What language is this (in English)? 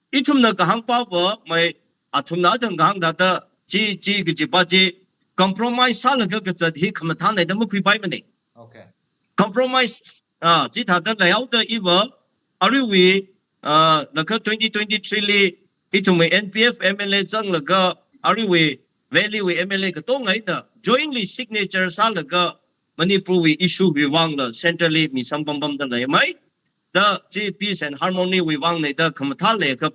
Tangkhul Naga (India)